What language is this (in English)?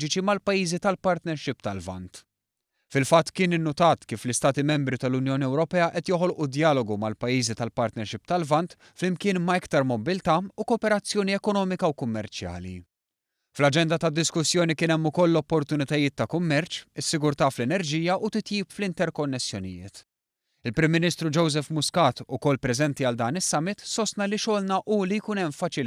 Maltese